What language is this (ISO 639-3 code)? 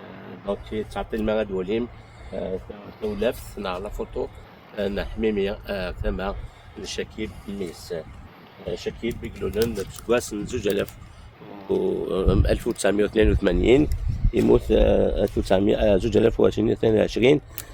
kab